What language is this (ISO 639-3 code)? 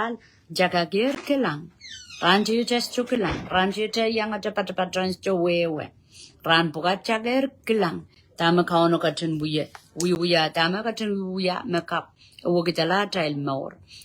pon